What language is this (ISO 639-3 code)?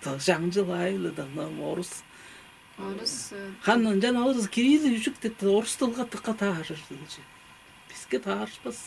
tyv